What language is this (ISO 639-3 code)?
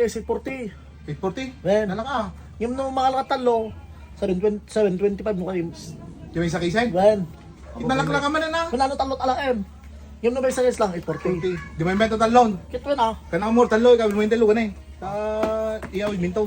ilo